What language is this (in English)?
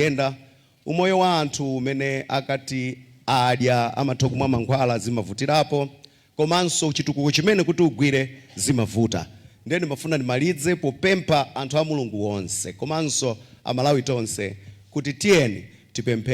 Nyanja